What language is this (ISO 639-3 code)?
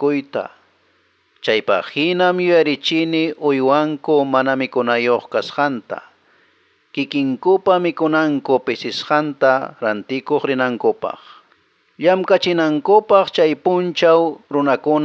que